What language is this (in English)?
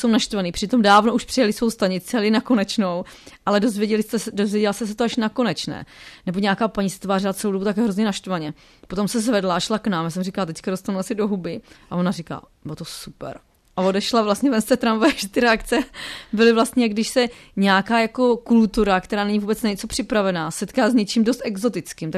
Czech